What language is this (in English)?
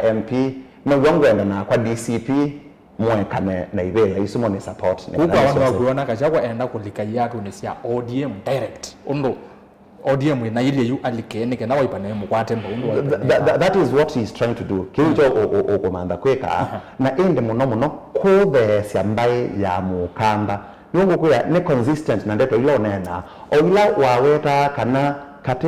Kamba